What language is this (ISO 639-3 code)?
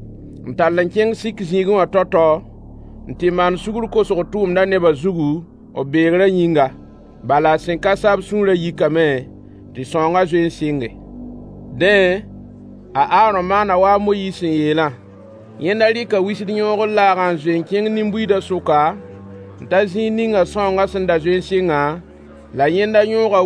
mos